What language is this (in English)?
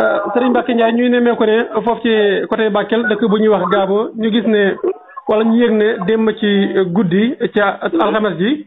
Wolof